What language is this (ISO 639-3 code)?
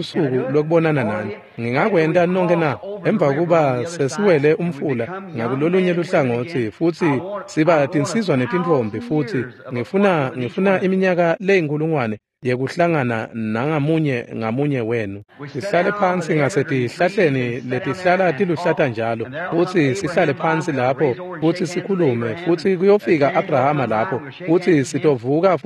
ssw